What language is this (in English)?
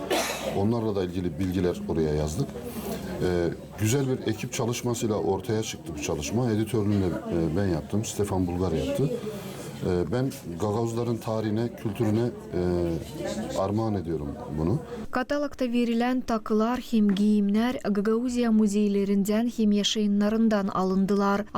Gagauz